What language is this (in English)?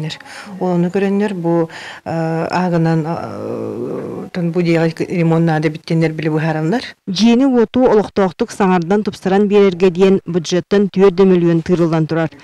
Yakut